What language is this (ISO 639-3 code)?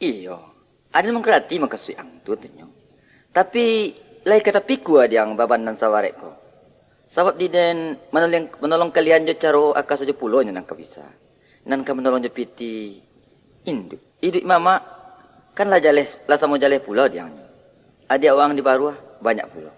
min